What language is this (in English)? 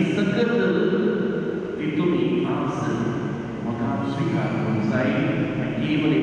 Konkani